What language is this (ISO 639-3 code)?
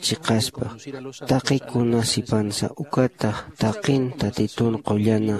aym